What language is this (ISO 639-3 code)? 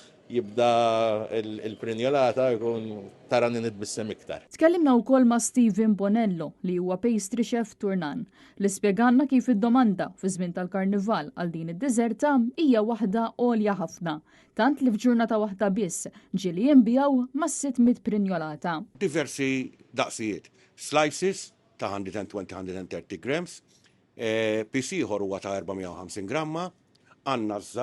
mlt